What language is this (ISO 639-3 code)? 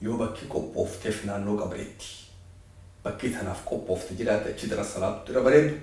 orm